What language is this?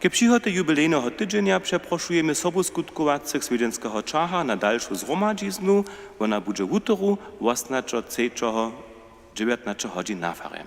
Upper Sorbian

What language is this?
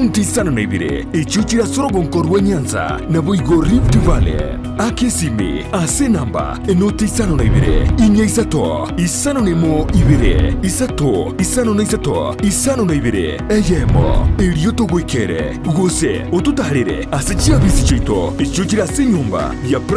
Gusii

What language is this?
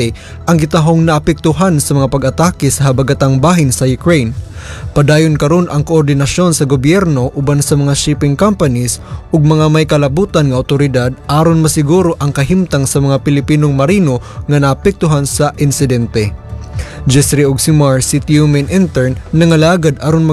Cebuano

